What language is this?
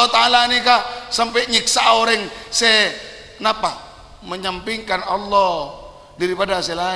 Madurese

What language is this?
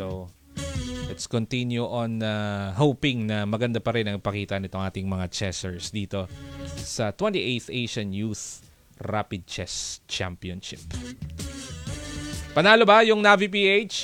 Filipino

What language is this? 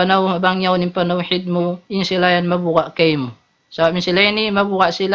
Tausug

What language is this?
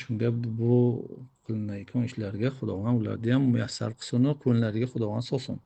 Uzbek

